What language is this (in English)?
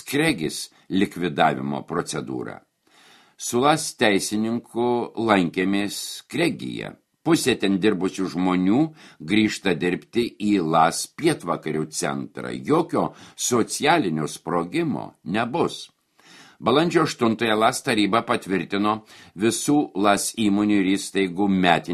Lithuanian